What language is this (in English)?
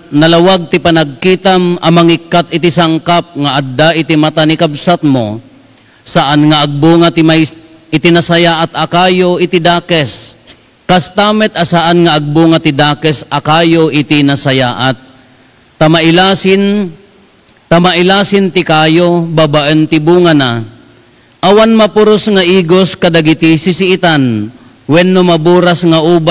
Iloko